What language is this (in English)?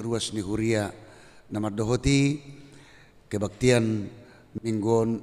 Batak Toba